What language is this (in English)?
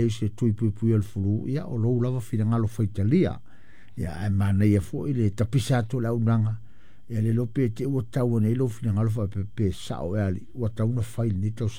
Samoan